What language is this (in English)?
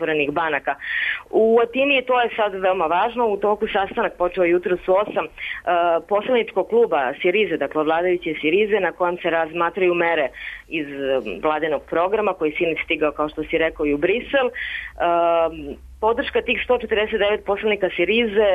Serbian